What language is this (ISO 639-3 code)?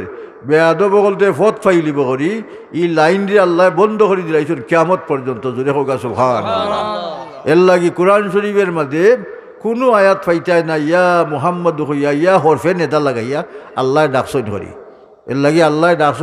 syl